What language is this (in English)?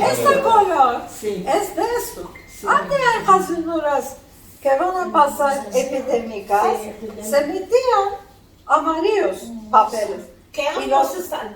Ladino